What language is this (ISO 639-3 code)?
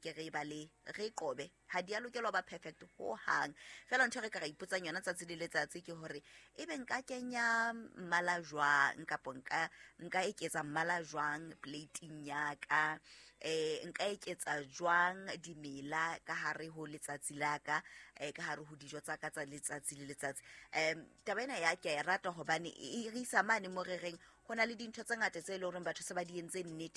sot